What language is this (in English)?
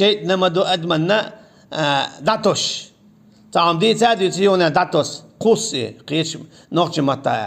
Chechen